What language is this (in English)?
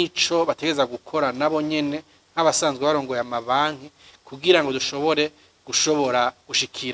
Rundi